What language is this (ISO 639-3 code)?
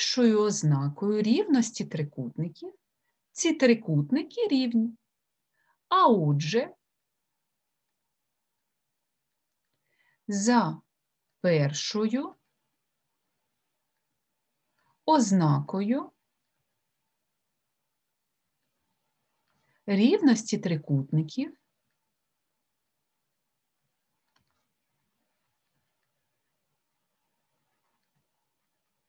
ukr